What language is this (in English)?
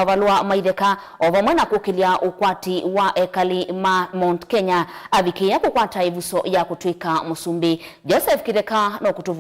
Kamba